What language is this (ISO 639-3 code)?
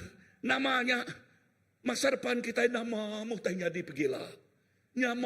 iba